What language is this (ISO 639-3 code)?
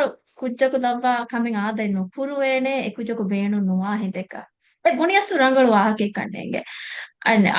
div